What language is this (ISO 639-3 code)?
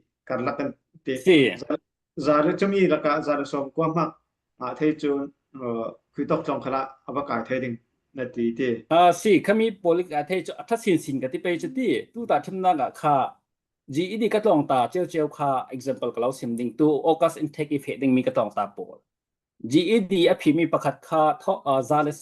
cfm